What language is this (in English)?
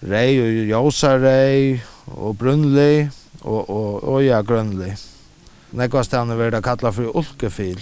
Faroese